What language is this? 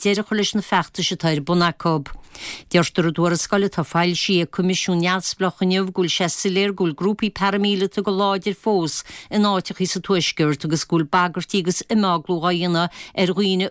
Irish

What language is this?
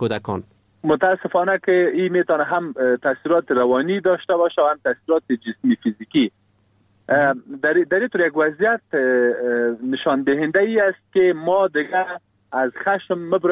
Persian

